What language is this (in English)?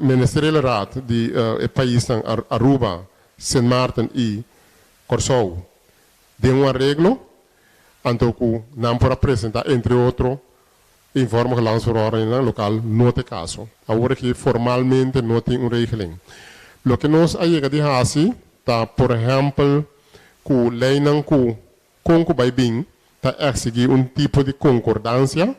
Papiamento